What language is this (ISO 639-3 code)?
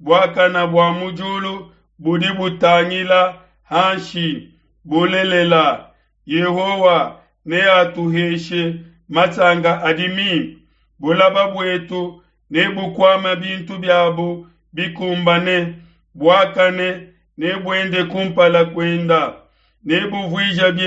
lua